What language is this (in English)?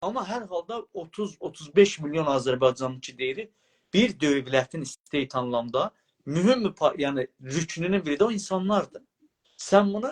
South Azerbaijani